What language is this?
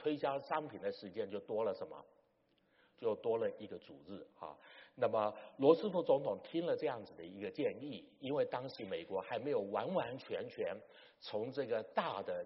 Chinese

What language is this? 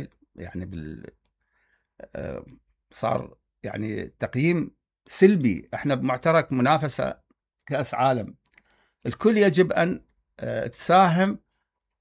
Mesopotamian Arabic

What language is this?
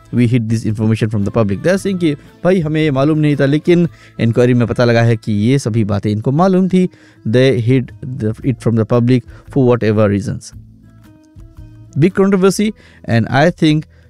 Hindi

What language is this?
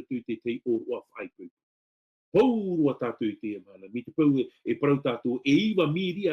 Tahitian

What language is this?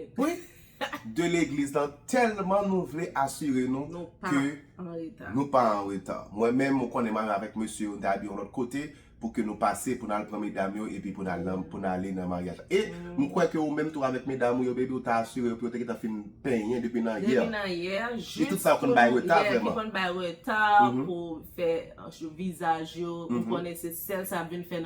Haitian Creole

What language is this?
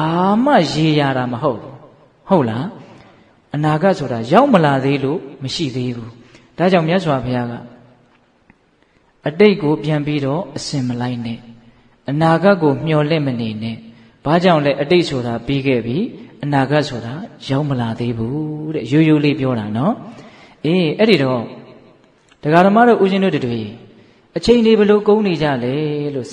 Burmese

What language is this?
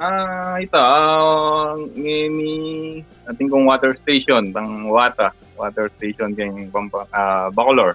Pampanga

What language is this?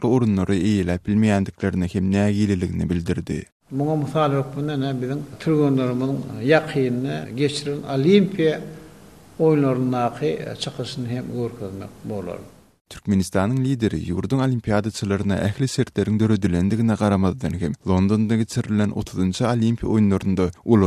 Turkmen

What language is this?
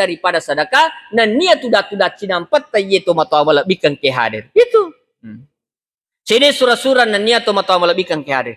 Buginese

